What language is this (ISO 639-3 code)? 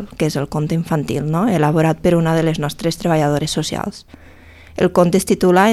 cat